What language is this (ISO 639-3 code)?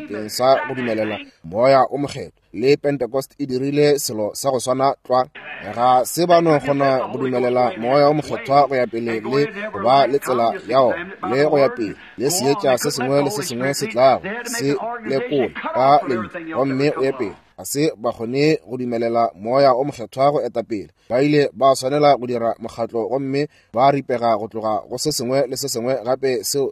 nso